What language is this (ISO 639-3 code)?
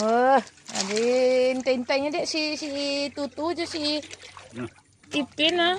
min